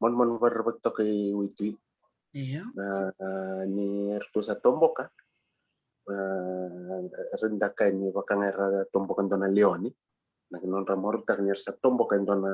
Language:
Fijian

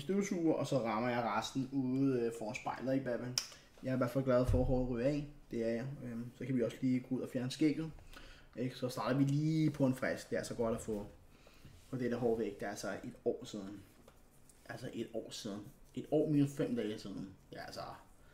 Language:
Danish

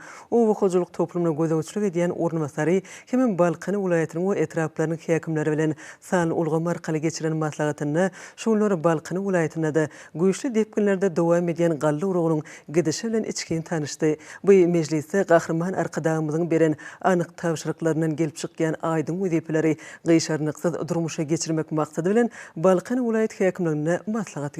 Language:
Turkmen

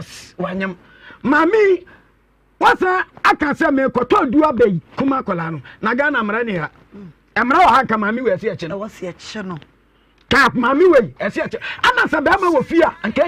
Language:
Akan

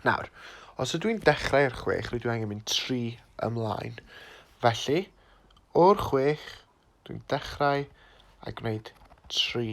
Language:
Welsh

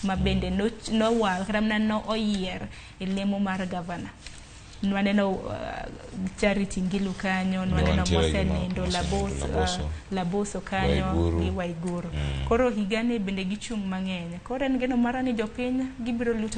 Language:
Luo (Kenya and Tanzania)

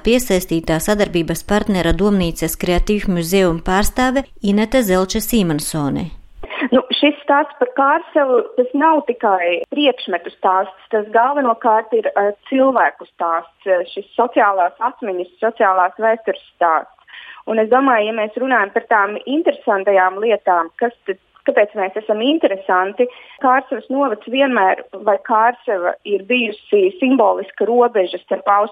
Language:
Latvian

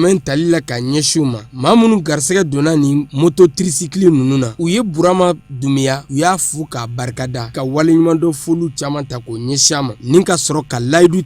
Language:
Bambara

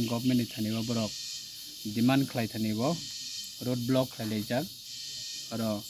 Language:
Kok Borok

